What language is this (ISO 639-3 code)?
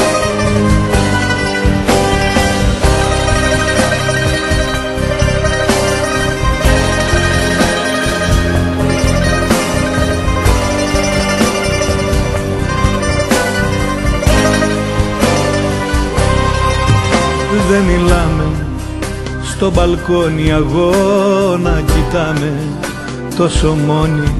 ell